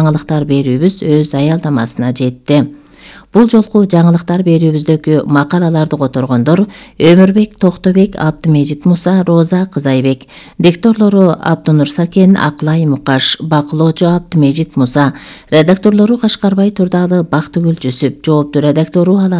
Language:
Kyrgyz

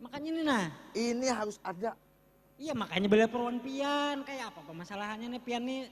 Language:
Banjar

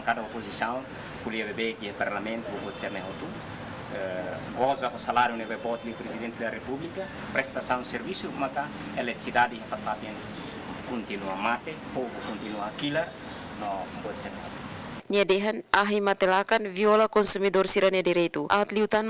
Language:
Tetum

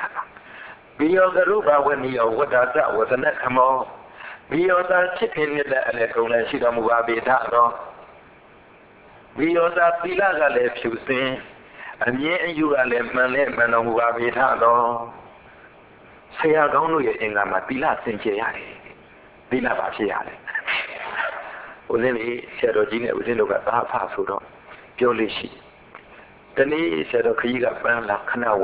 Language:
Burmese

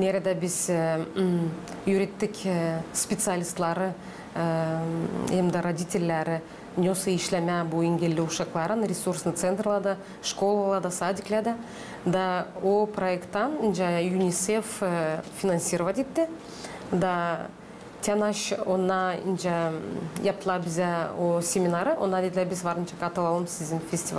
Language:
Gagauz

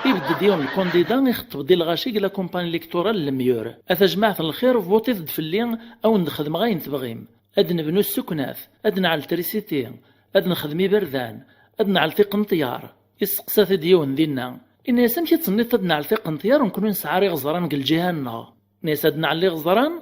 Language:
Kabyle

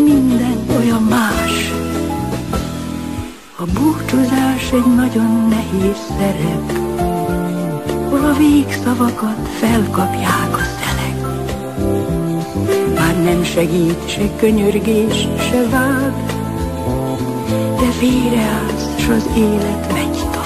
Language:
Hungarian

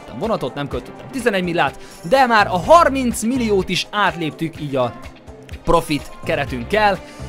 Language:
Hungarian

